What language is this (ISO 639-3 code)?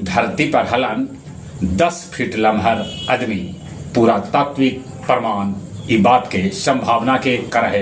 mag